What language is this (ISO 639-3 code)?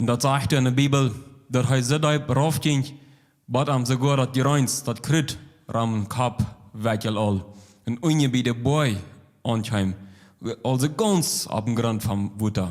pdt